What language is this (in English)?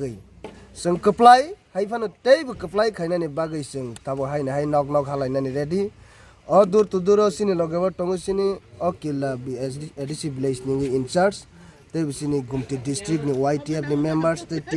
Kok Borok